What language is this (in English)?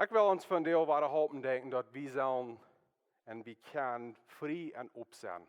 Plautdietsch